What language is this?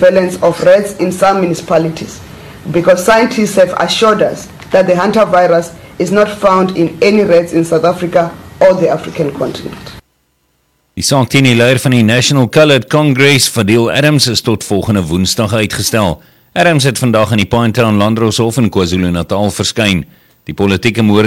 Afrikaans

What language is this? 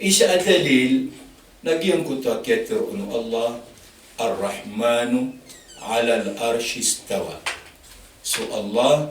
Maranao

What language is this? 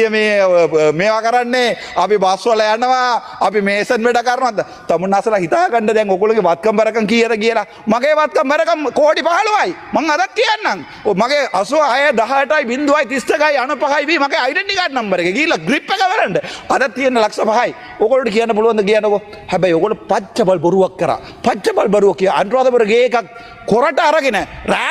Sinhala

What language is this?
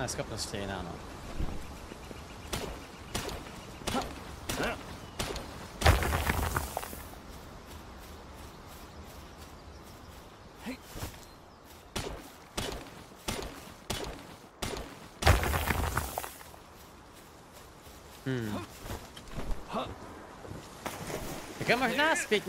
Czech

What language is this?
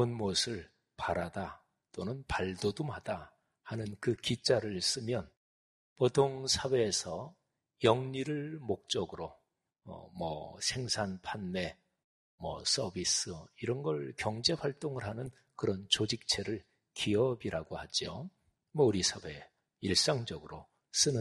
Korean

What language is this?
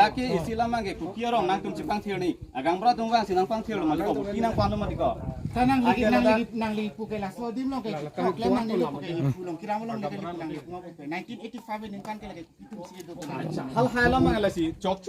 Karbi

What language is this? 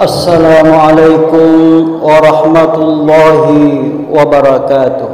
Buginese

